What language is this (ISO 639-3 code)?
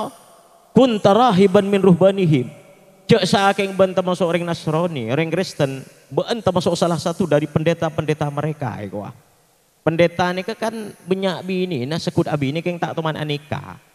mad